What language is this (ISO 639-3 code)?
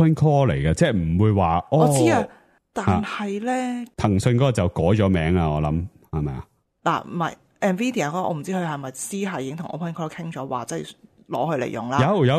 yue